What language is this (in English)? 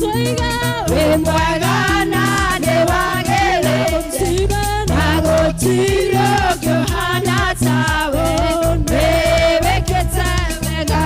Kikuyu